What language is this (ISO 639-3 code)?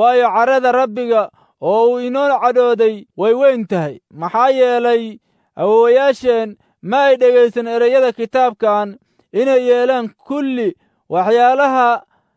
som